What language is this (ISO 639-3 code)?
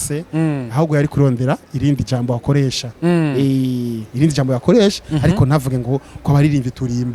run